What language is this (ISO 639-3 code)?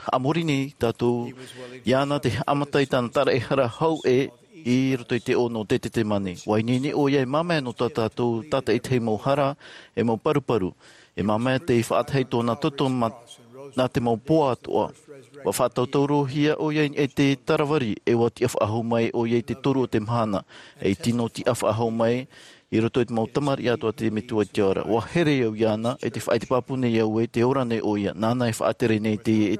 tah